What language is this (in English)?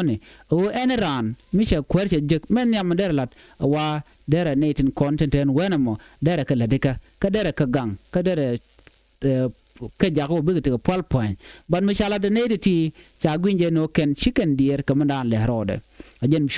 Nuer